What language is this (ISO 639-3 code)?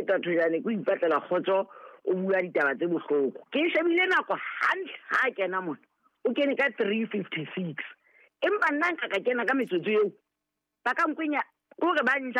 sot